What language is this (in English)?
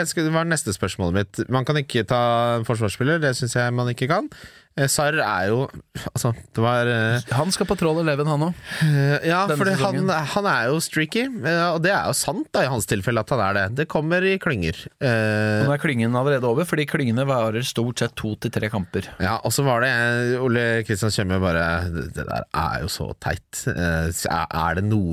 Norwegian